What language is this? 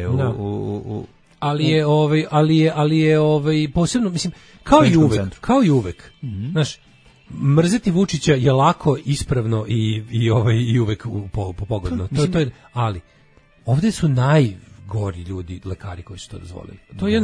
Serbian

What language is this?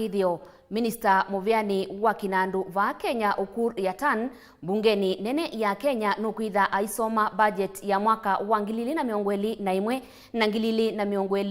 Kamba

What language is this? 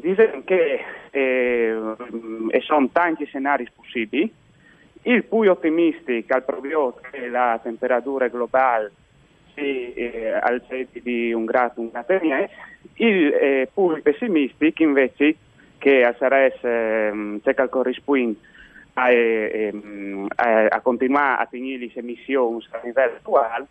Friulian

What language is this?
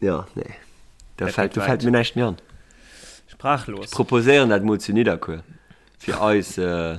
Luxembourgish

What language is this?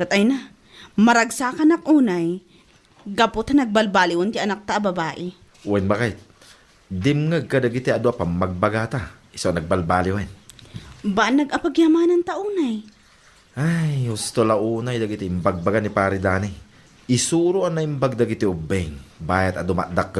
Iloko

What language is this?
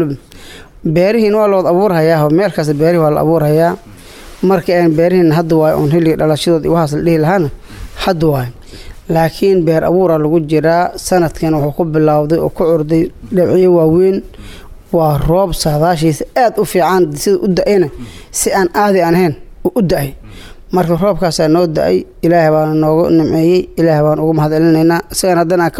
Somali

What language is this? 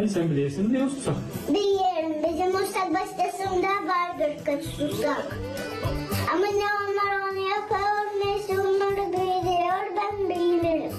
Gagauz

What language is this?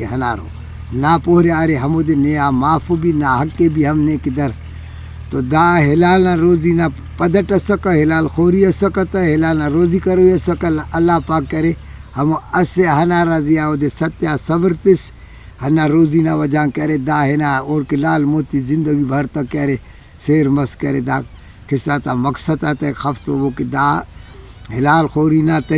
Brahui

